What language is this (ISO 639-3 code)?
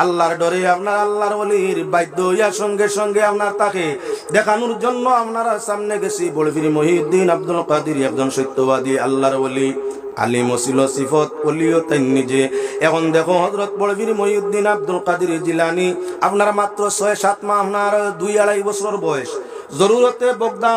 syl